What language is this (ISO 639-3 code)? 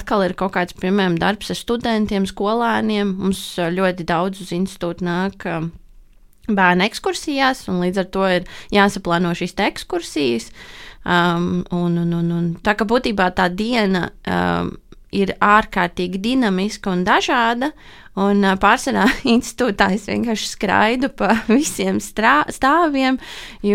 lav